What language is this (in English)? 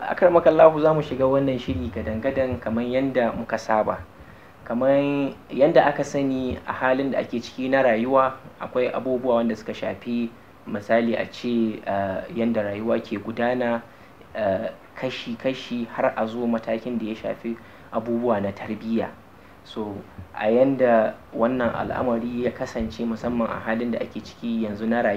Hausa